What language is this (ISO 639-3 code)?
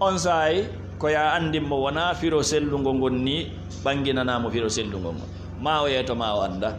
ful